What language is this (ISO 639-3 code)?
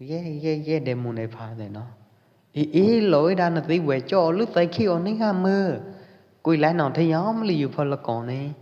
kjp